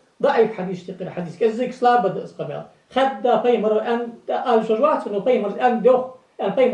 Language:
Ingush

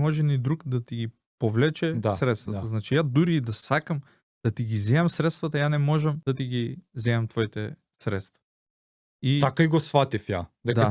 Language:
Macedonian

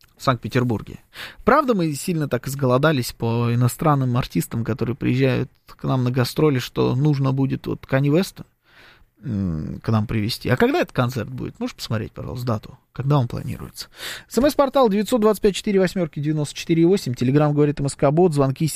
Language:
Russian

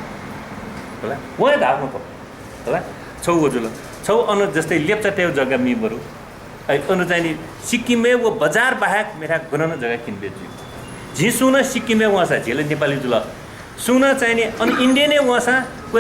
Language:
Newari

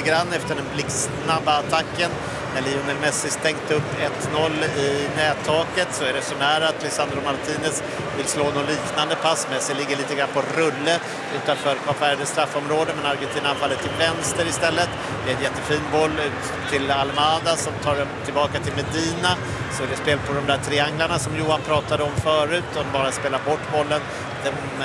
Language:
Swedish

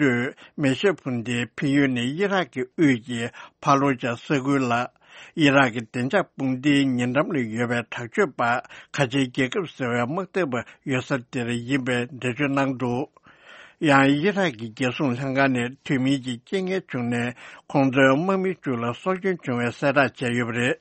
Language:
Tibetan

